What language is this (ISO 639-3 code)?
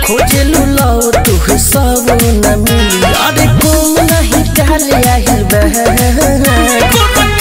bho